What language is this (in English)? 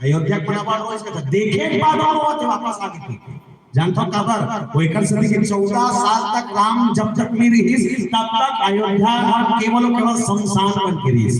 Chhattisgarhi